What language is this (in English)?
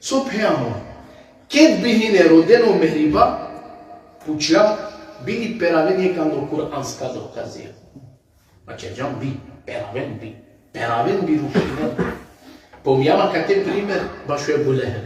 Balkan Romani